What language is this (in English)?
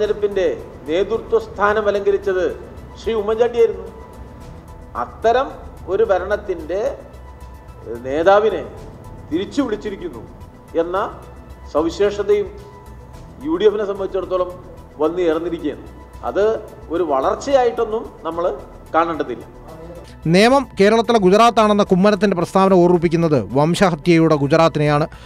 Malayalam